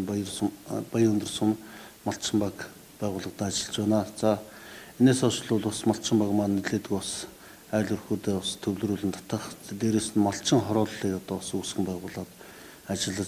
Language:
Mongolian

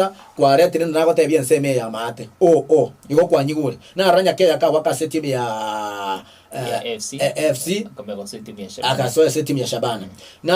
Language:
Gusii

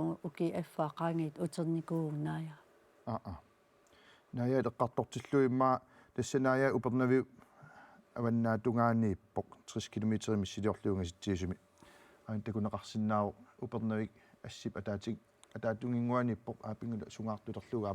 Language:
Kalaallisut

